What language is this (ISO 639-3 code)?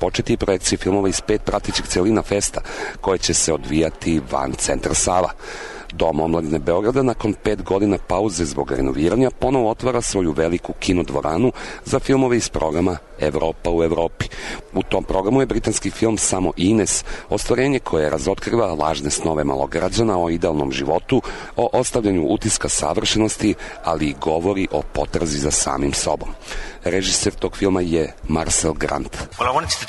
srp